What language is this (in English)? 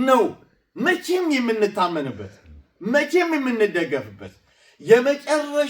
Amharic